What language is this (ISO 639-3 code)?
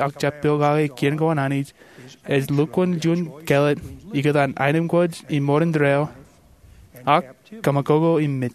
mah